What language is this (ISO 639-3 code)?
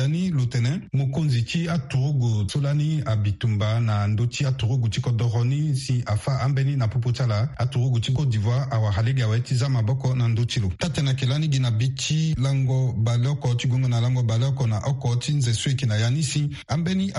sag